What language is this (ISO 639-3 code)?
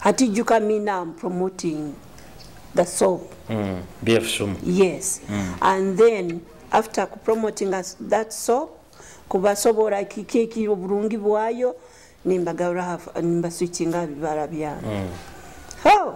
nyo